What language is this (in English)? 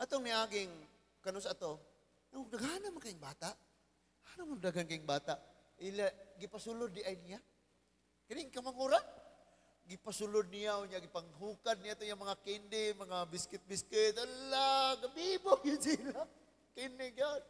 Cebuano